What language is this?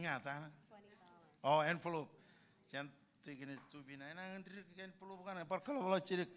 Marshallese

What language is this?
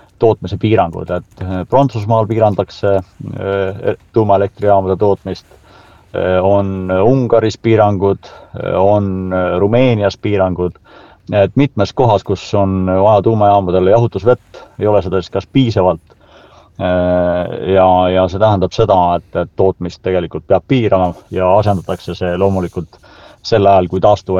Estonian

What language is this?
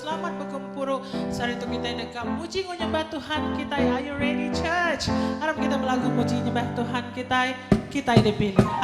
Iban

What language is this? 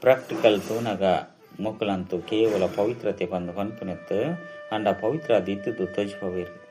Tulu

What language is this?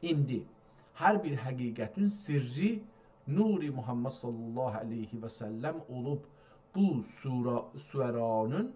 South Azerbaijani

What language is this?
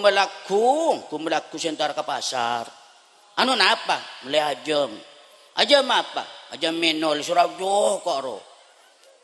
Madurese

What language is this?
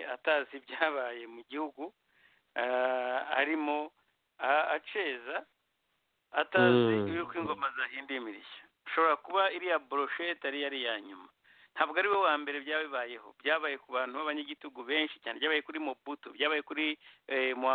Kinyarwanda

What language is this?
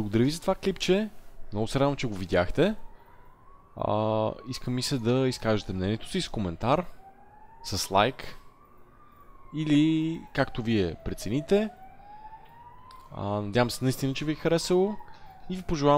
Bulgarian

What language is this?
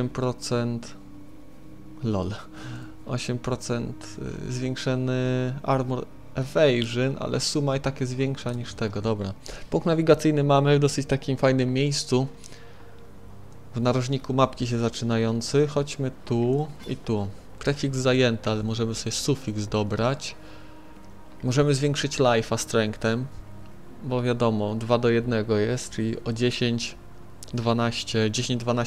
Polish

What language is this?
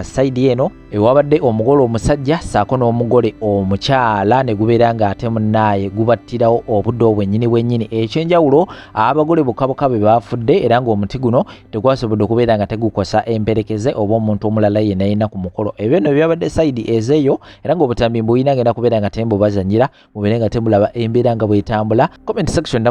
Ganda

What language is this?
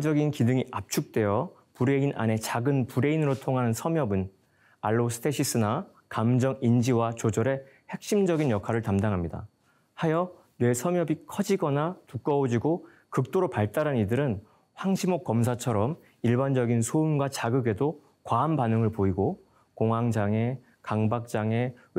Korean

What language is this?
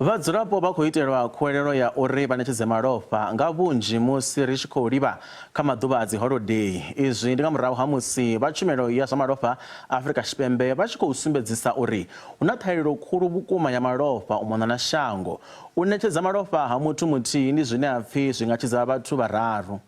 Venda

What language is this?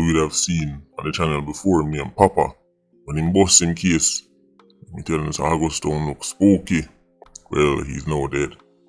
Jamaican Creole English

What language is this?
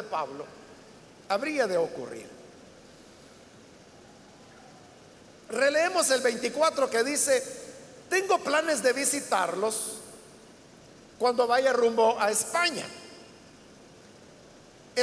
Spanish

